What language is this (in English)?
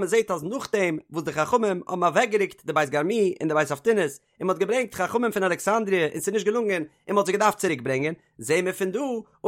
Yiddish